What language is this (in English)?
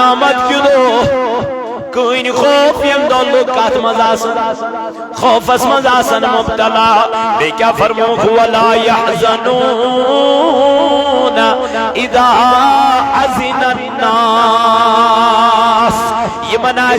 Kashmiri